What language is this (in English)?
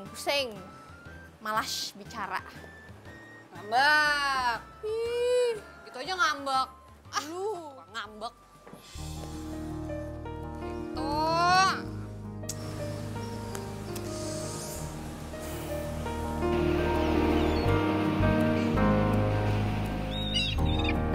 Indonesian